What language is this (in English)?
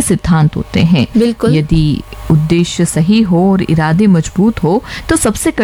Hindi